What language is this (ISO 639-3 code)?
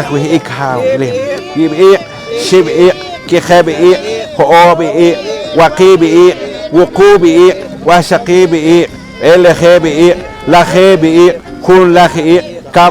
poh